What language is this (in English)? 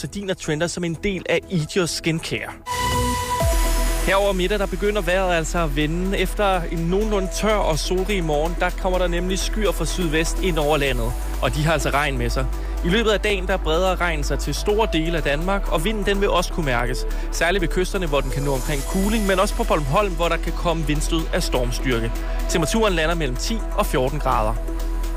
Danish